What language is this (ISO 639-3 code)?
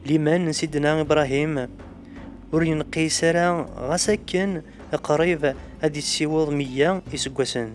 kab